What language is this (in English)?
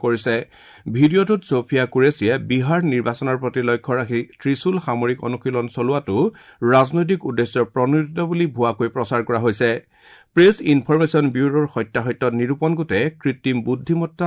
Assamese